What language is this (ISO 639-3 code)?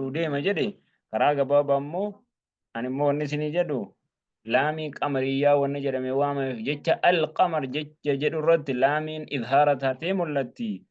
orm